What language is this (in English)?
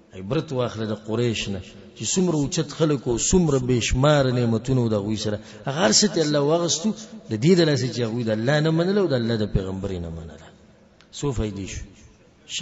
Pashto